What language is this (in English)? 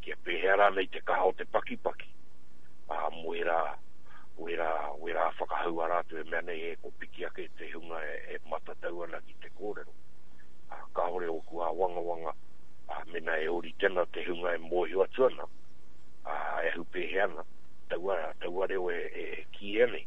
Māori